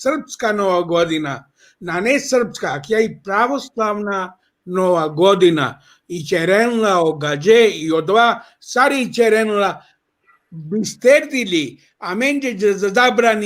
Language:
Balkan Romani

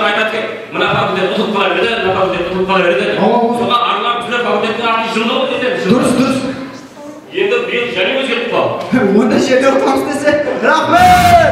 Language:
Kara-Kalpak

